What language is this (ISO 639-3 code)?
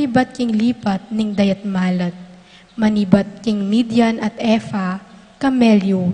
pam